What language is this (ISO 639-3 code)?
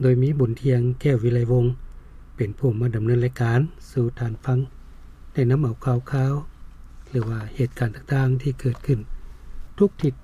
lao